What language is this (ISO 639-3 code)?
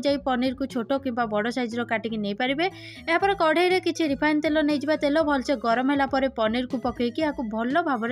ori